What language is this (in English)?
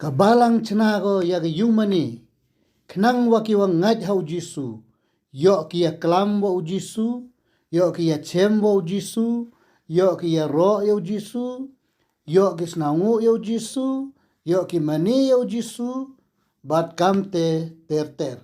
Khasi